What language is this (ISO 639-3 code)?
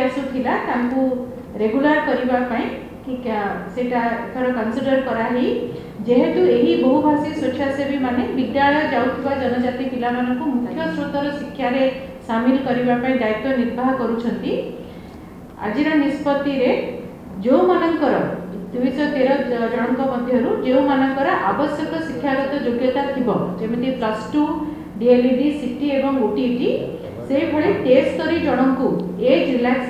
ori